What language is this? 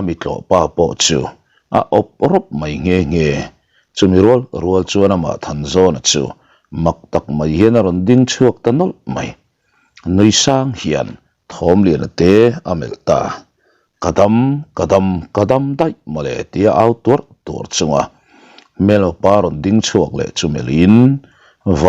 Mizo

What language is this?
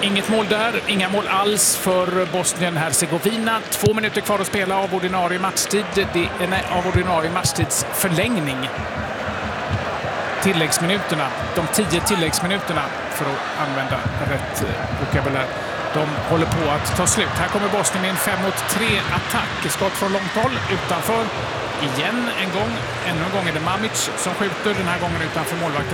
Swedish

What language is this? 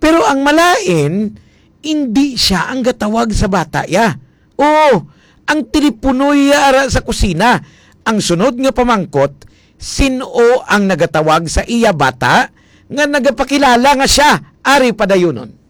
Hiligaynon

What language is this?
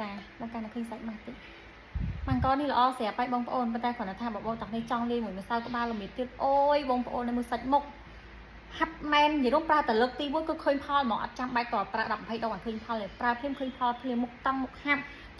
Khmer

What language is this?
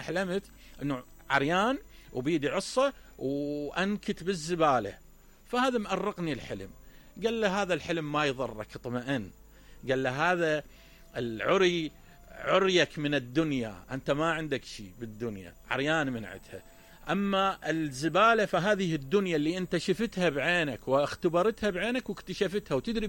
Mesopotamian Arabic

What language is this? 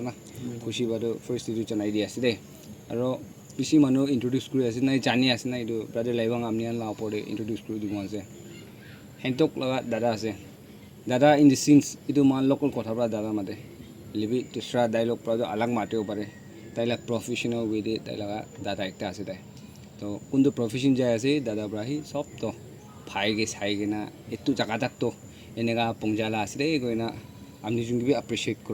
Naga Pidgin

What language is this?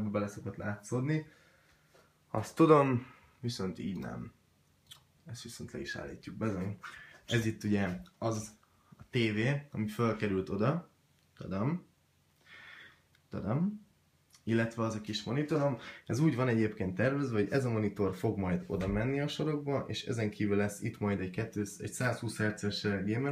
Hungarian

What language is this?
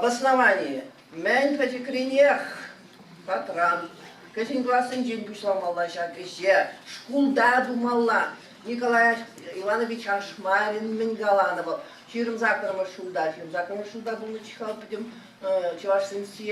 Chuvash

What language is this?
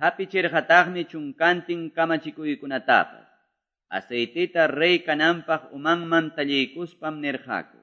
Quechua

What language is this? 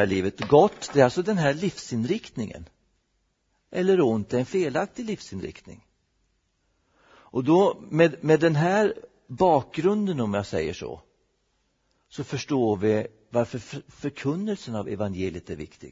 Swedish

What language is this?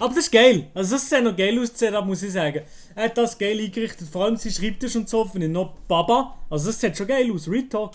Swiss German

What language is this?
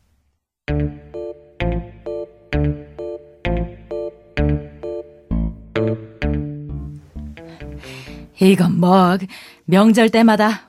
Korean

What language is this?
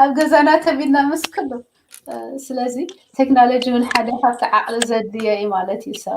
Tigrinya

